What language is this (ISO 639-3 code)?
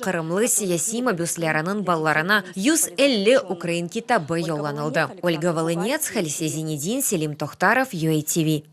crh